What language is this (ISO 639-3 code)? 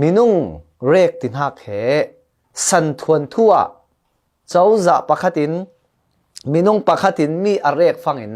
cfm